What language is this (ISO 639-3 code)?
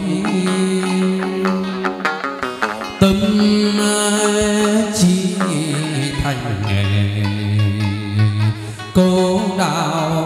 vie